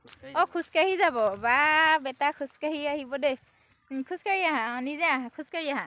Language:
Assamese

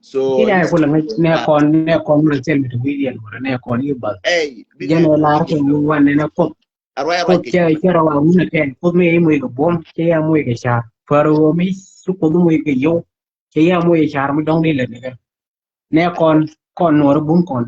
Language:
Nuer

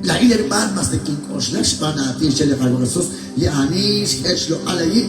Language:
Kekchí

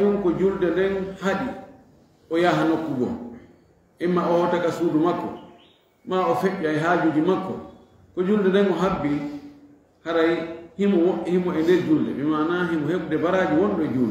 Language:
Fula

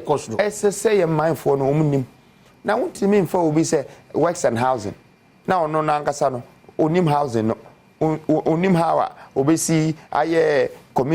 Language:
Akan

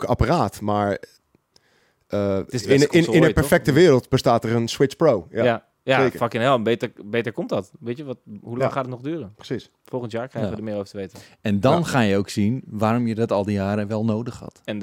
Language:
Dutch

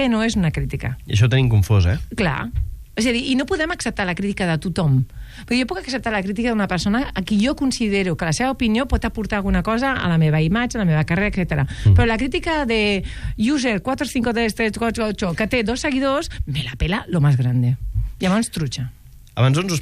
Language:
Catalan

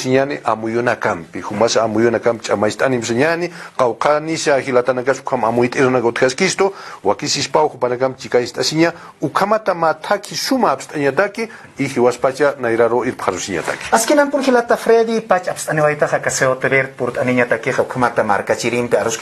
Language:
Aymara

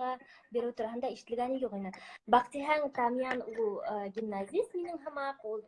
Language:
Bashkir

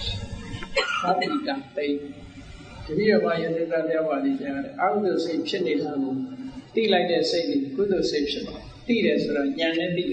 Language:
Burmese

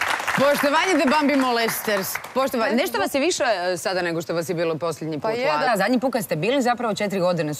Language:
Croatian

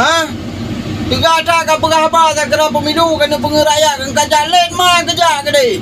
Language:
Achinese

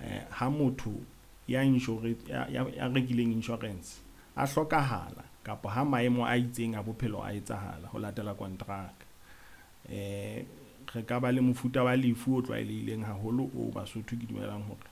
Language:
Southern Sotho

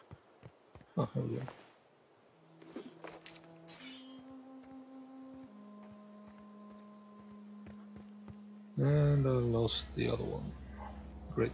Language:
English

